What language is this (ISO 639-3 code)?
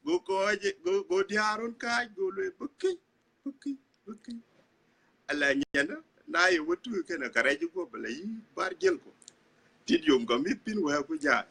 din